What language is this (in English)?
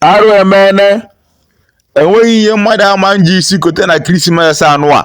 Igbo